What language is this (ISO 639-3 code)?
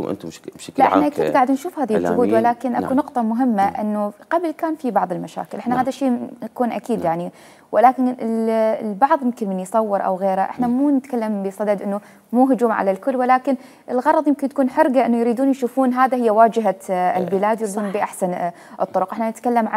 acm